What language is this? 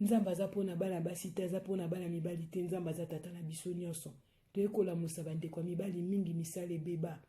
Lingala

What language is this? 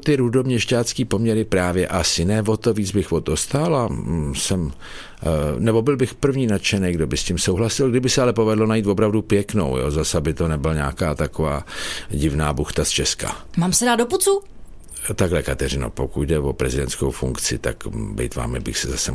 Czech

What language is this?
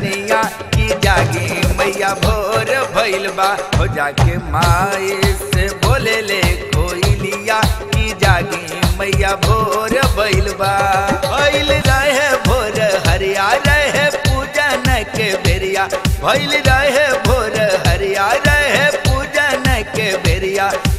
Bhojpuri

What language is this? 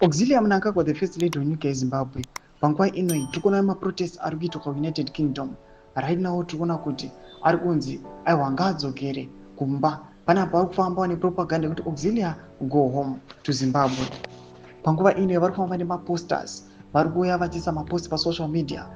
Shona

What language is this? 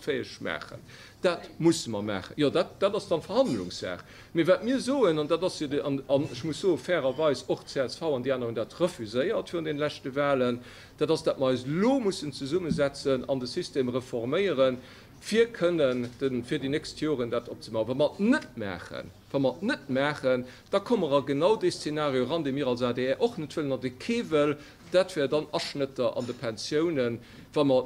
Luxembourgish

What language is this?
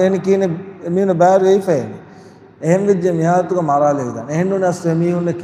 Divehi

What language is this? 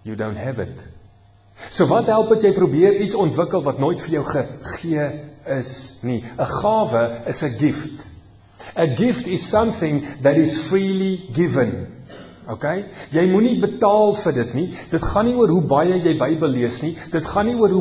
Afrikaans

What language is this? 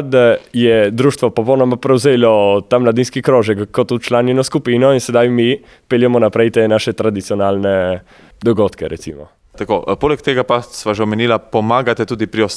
Slovenian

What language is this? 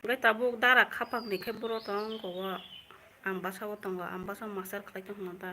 Kok Borok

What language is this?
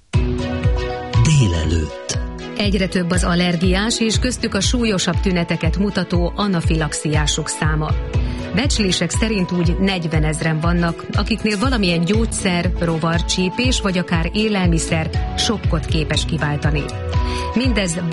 Hungarian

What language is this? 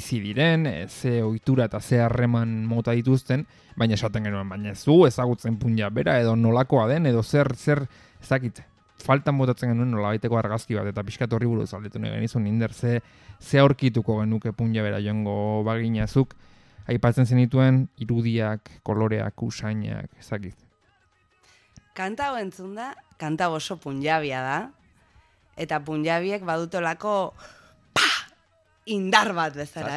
Basque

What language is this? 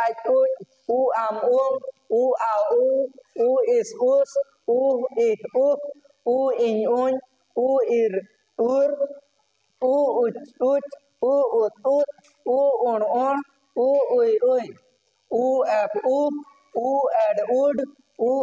Santali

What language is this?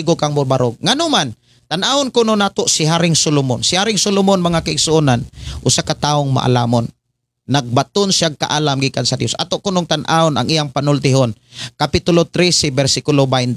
Cebuano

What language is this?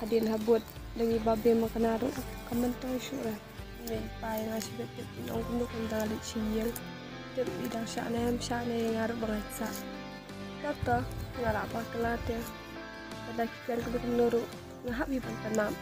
Khasi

